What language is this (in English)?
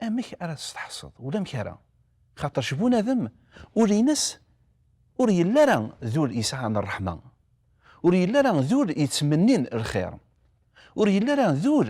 Kabyle